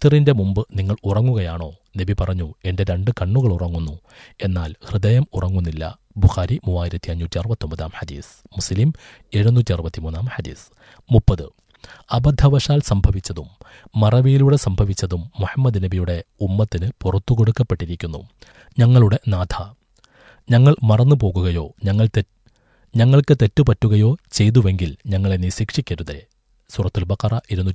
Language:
Malayalam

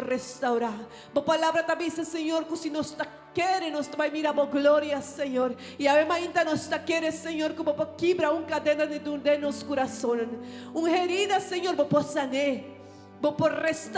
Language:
Papiamento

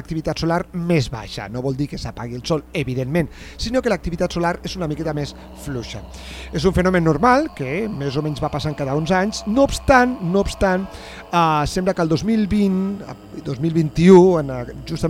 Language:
Catalan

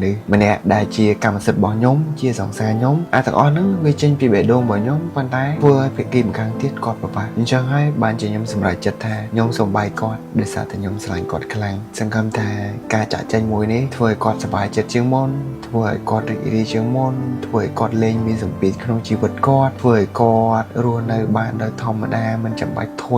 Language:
Khmer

